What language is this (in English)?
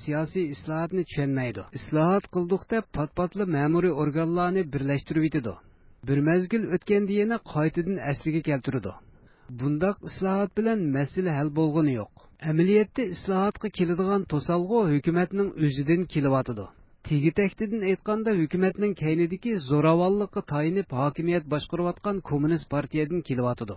Uyghur